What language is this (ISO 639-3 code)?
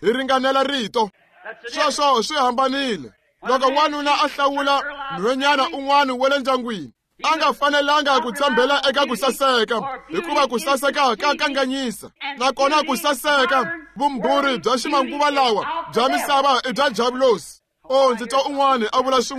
tso